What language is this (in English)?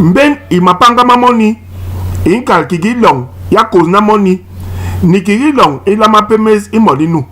Basaa